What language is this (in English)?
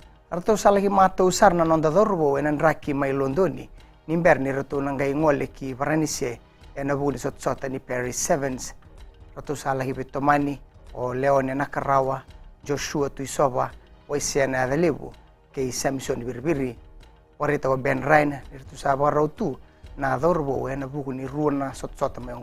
Fijian